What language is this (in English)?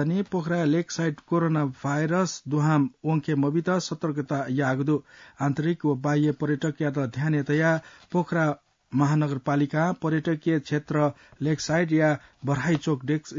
Newari